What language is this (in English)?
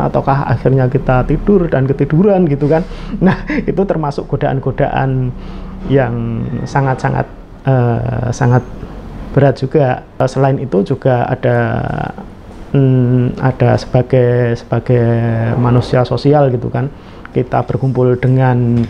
Indonesian